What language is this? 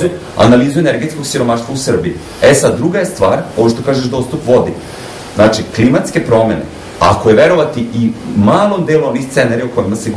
Serbian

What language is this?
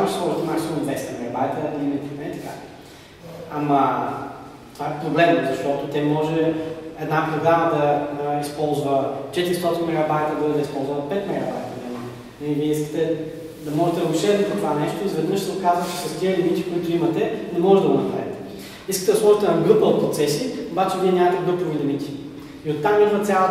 Bulgarian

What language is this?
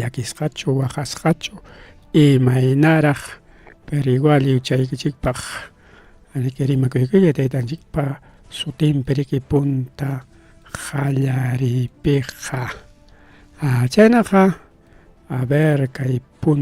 Ayacucho Quechua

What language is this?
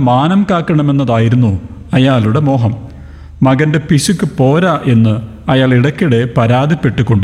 Malayalam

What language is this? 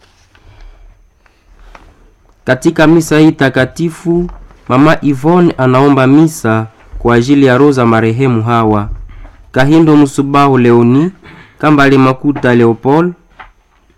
Swahili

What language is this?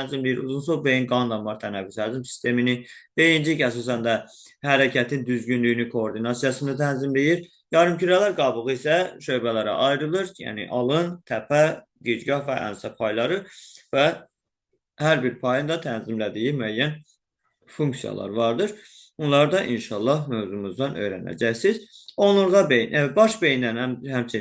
Azerbaijani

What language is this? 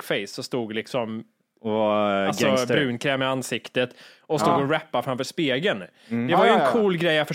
Swedish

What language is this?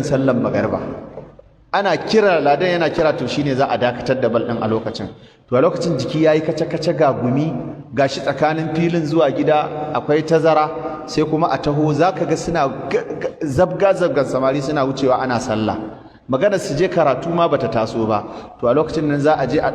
Hausa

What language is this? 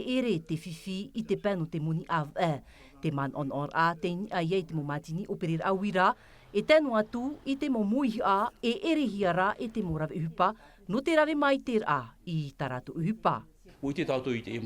Tahitian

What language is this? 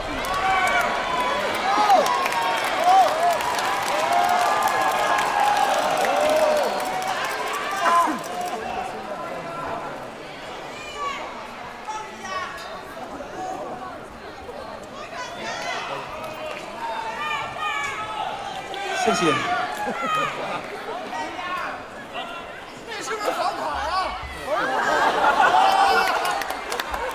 Chinese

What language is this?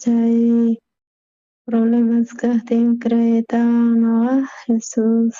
South Bolivian Quechua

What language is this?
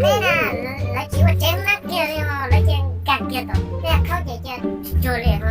Hmong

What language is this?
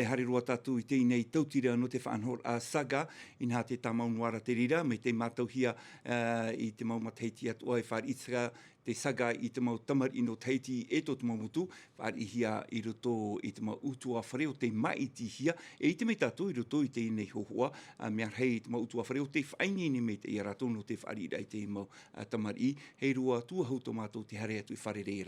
Tahitian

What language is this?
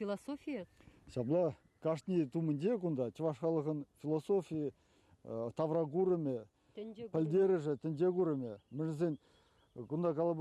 Chuvash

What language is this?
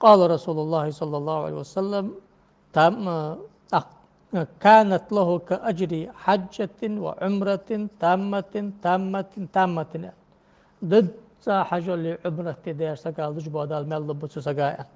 Ingush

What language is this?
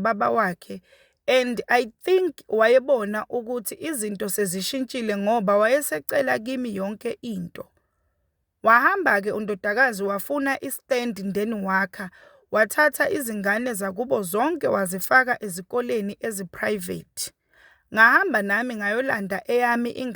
Zulu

